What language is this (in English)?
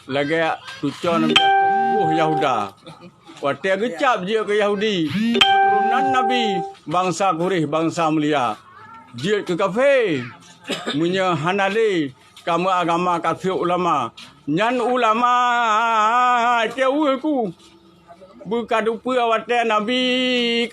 Achinese